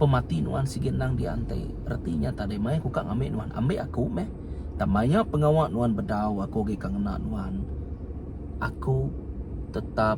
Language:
Iban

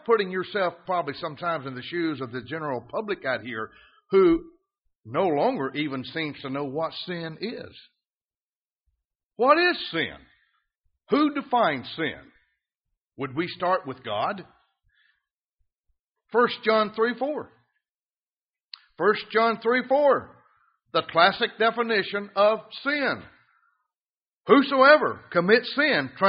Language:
English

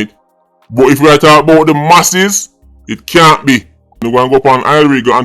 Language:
Jamaican Creole English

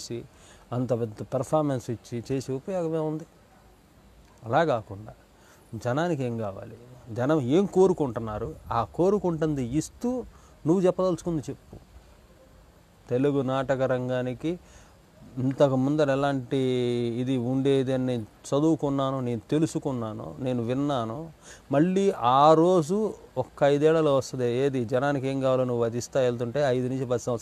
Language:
Telugu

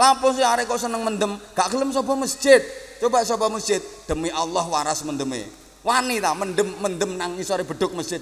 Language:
Javanese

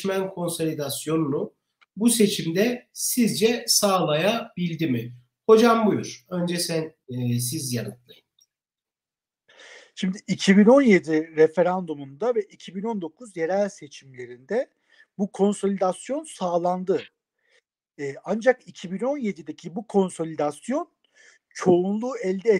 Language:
Turkish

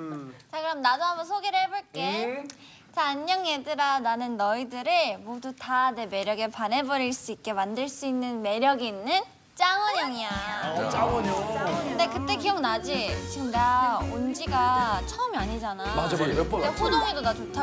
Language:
Korean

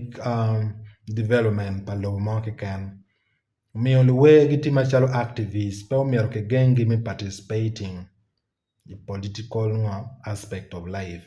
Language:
Acoli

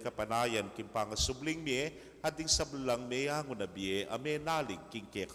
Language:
Pampanga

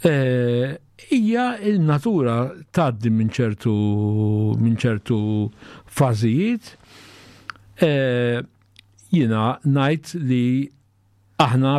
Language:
Maltese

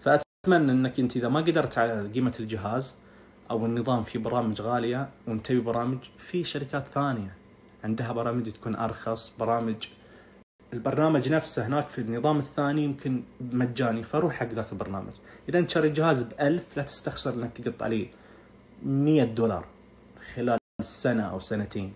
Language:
Najdi Arabic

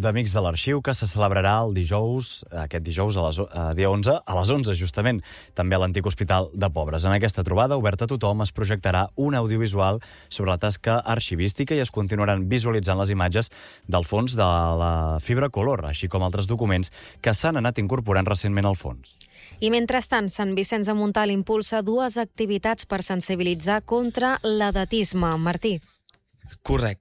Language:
Catalan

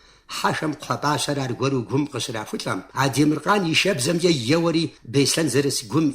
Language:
Kabardian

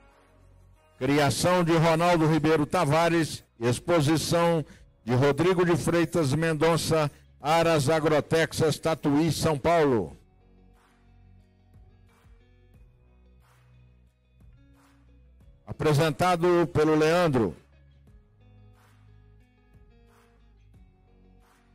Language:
Portuguese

